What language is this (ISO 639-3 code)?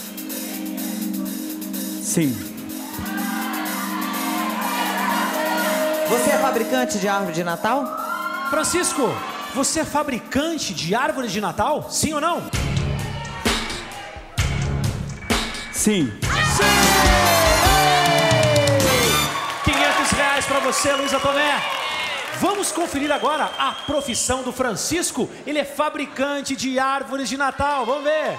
por